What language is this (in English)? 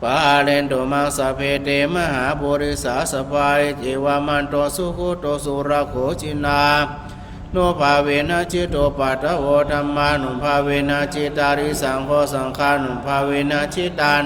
Pali